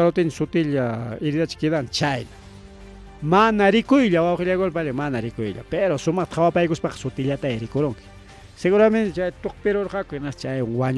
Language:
Ayacucho Quechua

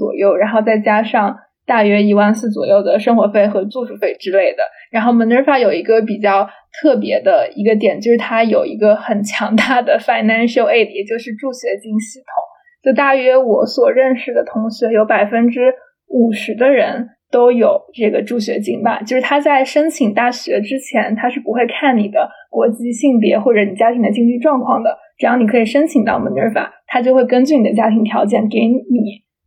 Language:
Chinese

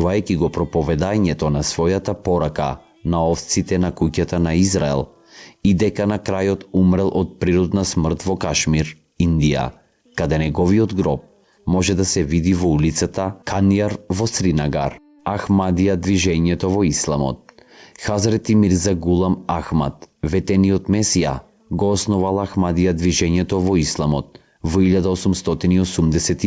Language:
Macedonian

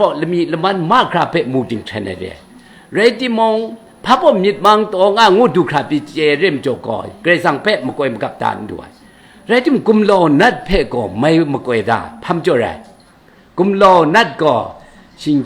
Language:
Kachin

